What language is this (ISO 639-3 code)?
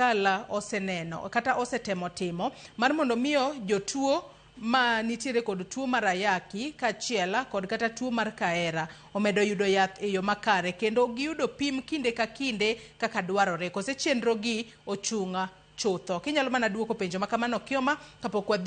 luo